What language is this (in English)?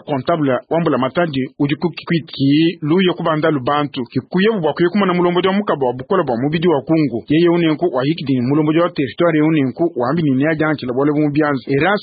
Luba-Lulua